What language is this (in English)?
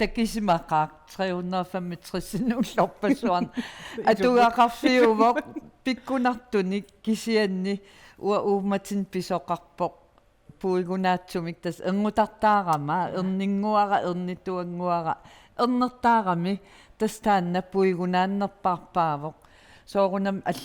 Kalaallisut